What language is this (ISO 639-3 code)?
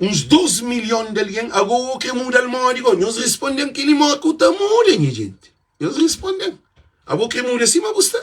kea